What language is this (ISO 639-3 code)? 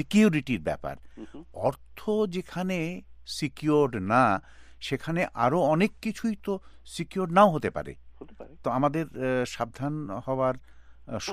ben